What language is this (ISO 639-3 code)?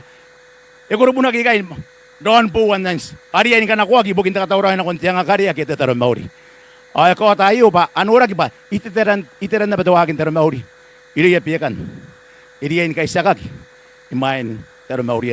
gil